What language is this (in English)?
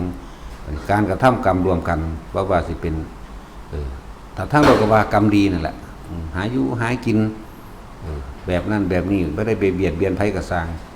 Northeastern Thai